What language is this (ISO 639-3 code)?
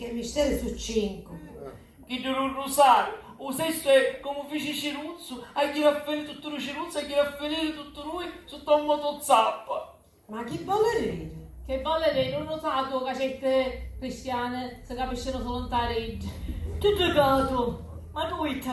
scn